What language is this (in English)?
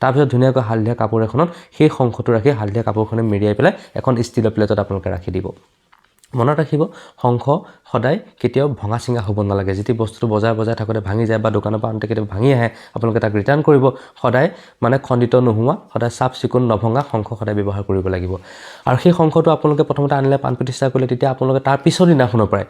Assamese